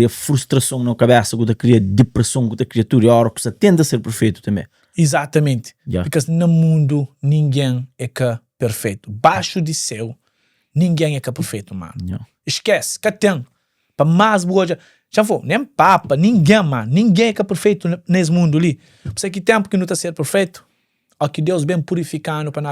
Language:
Kabuverdianu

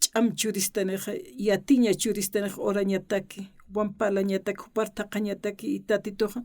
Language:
Aymara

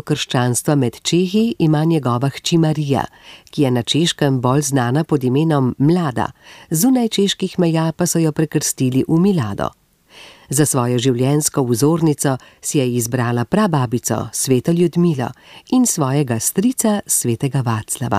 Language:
Slovenian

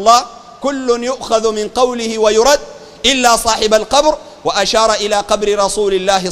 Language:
Sudanese Arabic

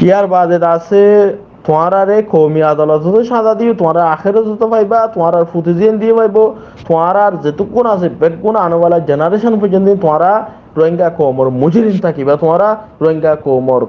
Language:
Rohingya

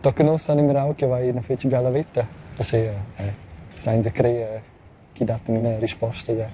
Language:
Romansh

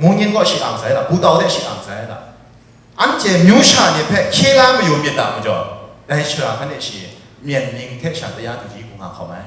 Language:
Kachin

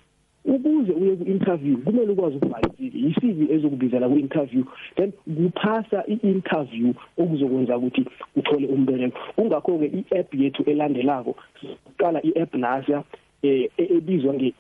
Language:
South Ndebele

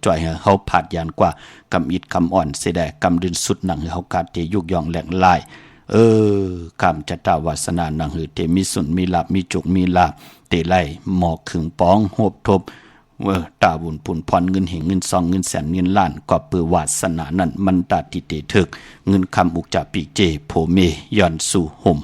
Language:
Shan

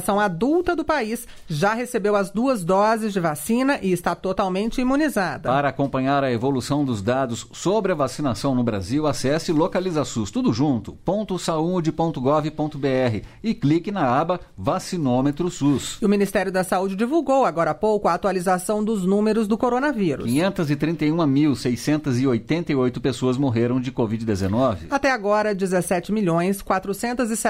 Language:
Portuguese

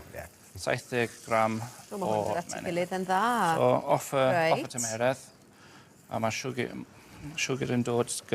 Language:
Welsh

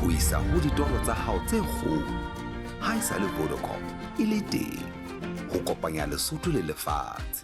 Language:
Southern Sotho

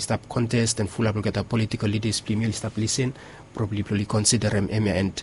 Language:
Bislama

